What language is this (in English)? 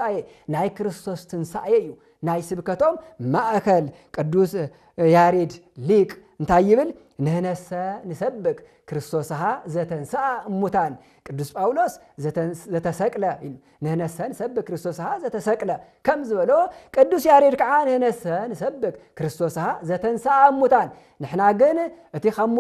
Tigrinya